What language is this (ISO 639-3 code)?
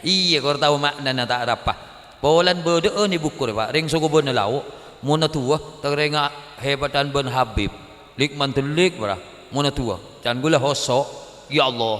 mad